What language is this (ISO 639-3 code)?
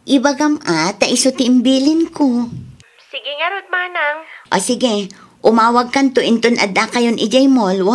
ilo